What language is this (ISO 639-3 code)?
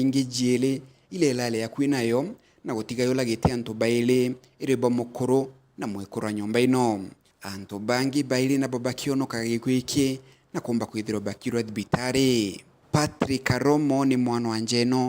mer